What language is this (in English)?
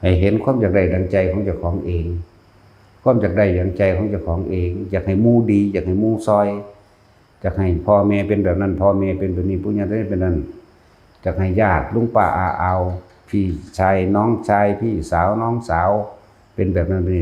Lao